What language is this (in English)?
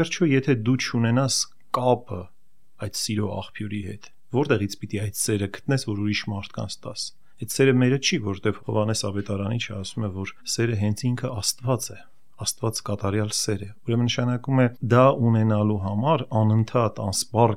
Armenian